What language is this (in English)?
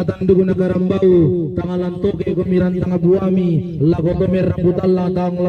Toraja-Sa'dan